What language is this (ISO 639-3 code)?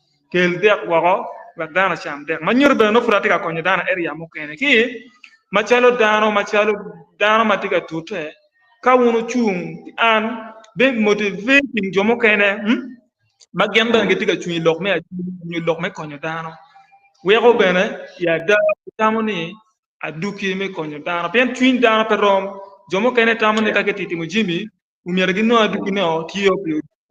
ach